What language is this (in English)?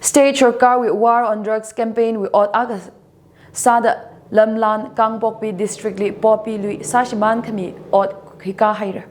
Tangkhul Naga (India)